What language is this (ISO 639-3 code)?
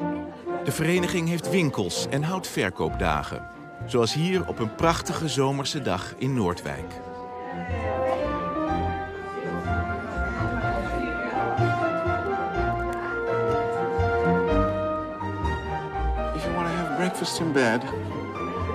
nld